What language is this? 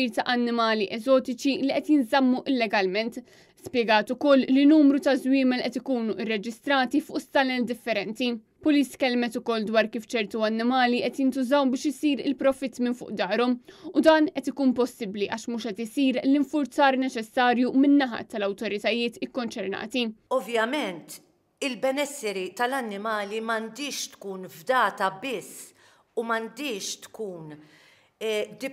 Maltese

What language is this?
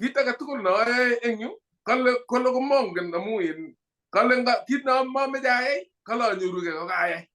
Kalenjin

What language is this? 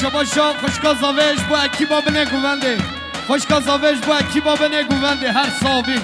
Kurdish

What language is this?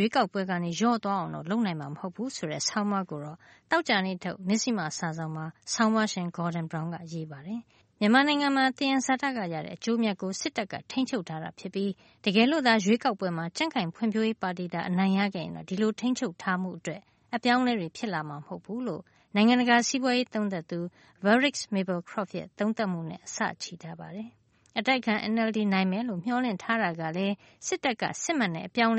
Burmese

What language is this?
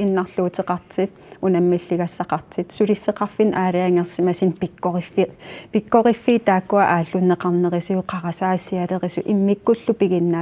Kalaallisut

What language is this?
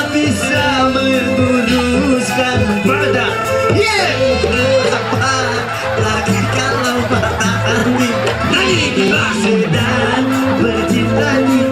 Betawi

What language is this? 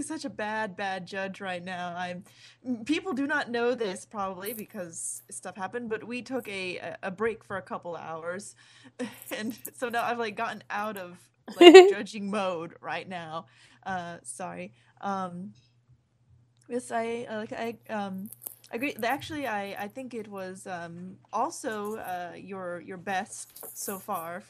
English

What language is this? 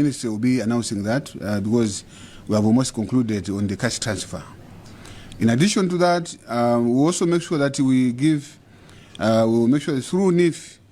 Nyanja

